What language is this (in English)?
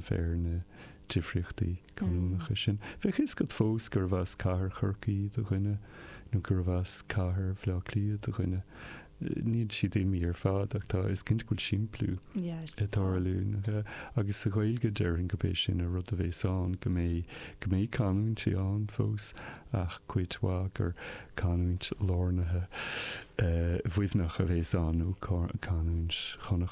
Irish